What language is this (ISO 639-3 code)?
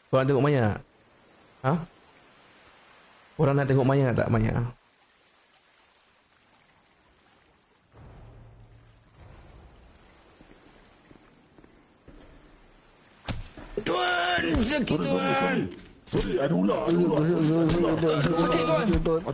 msa